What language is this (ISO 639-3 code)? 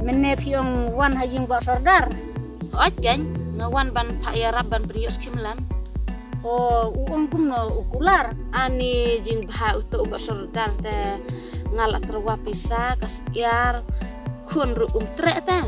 kha